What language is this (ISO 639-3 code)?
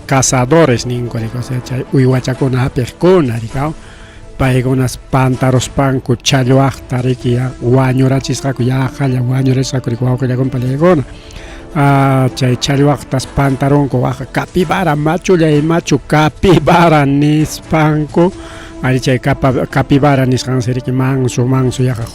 quy